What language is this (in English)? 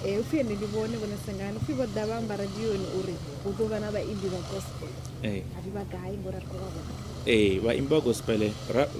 Venda